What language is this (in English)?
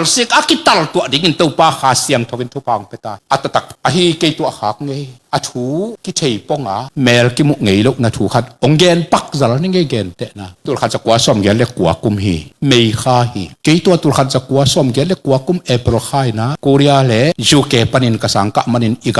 Tedim Chin